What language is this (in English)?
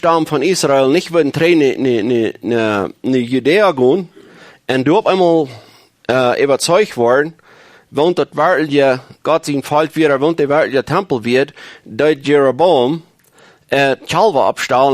Plautdietsch